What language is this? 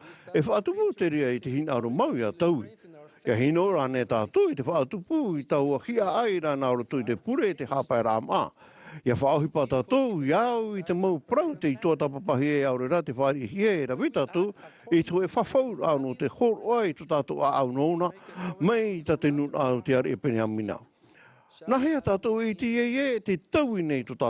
Tahitian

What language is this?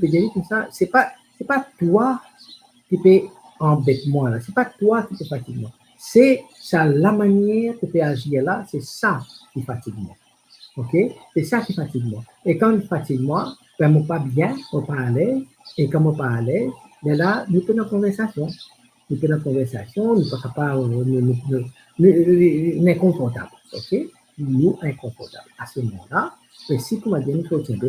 Morisyen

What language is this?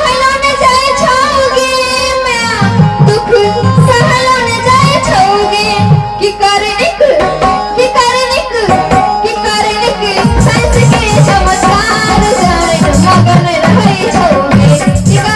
Maithili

